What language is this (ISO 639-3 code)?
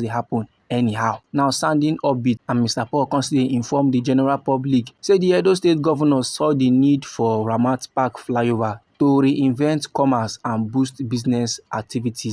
pcm